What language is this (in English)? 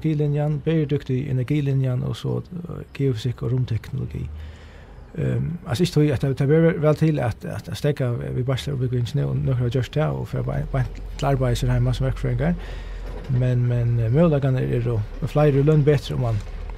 Faroese